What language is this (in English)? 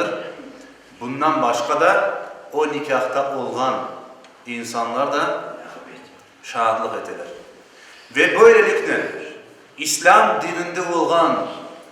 Crimean Tatar